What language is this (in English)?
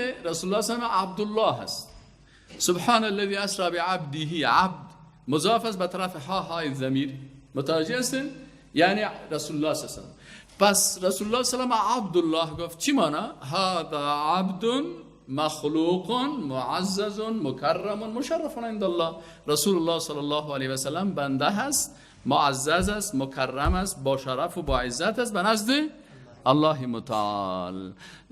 Persian